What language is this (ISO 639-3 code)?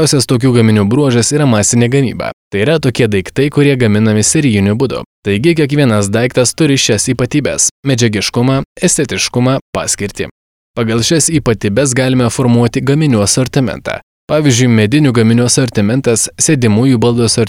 lit